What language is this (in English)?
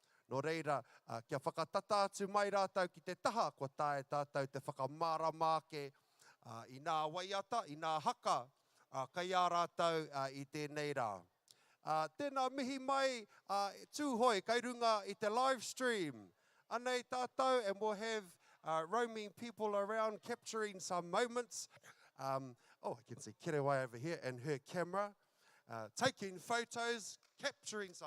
Māori